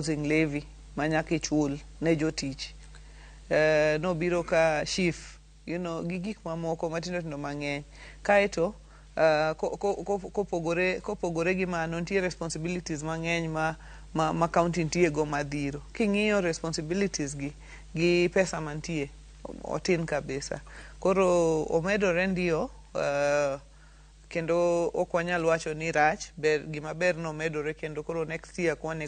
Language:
Luo (Kenya and Tanzania)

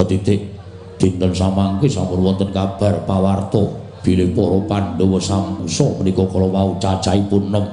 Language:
Javanese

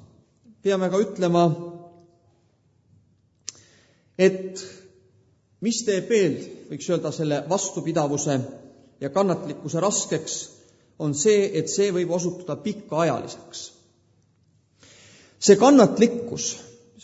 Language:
Estonian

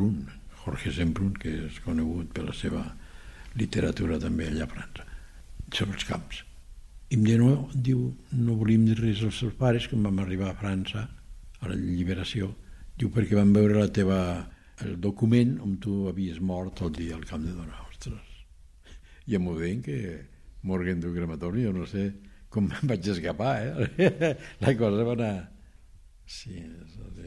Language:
Catalan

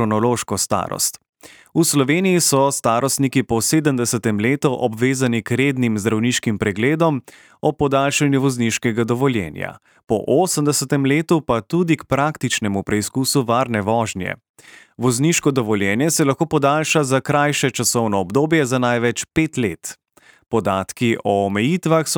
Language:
Slovenian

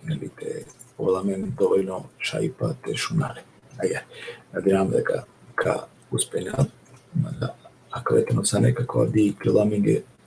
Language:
Balkan Romani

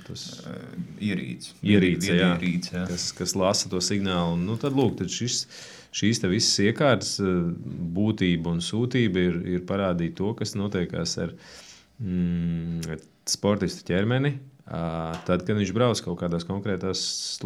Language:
Latvian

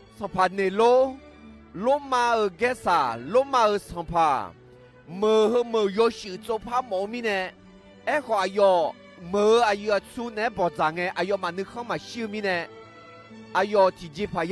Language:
Akha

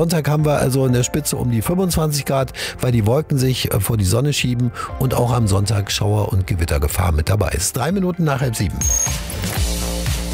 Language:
German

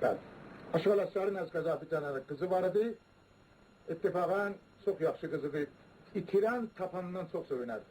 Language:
South Azerbaijani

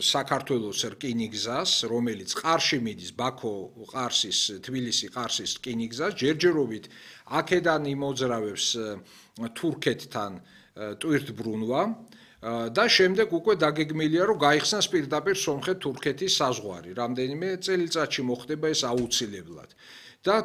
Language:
Georgian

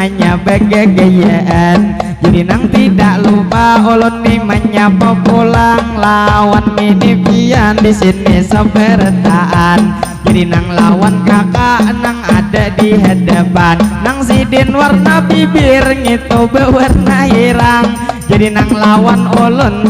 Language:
Banjar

